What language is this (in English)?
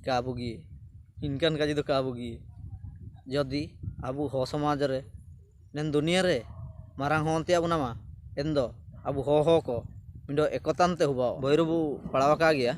Ho